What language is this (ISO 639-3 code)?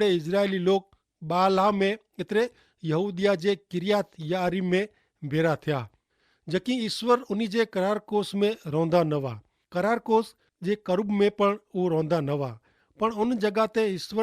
kfr